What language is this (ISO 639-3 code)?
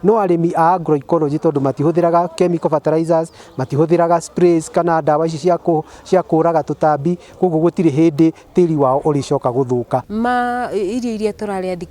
kik